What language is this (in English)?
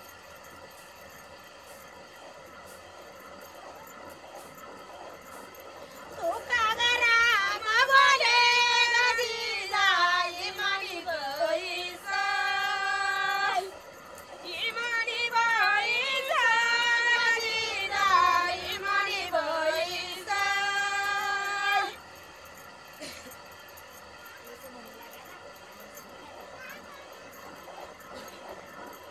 Marathi